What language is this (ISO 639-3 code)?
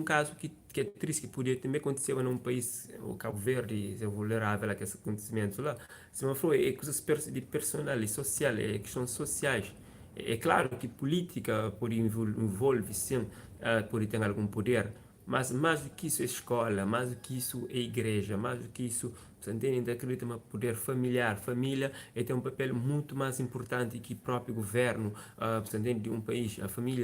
kea